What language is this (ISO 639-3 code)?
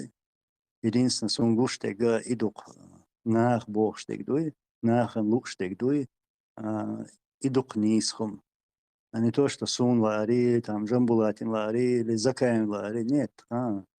che